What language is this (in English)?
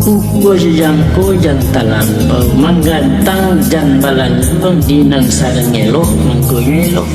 Minangkabau